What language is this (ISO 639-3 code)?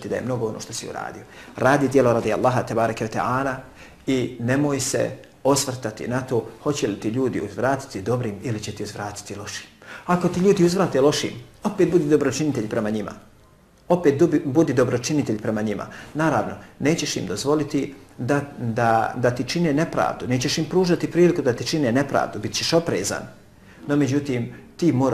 bos